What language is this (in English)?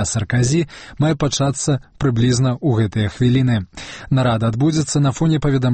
Belarusian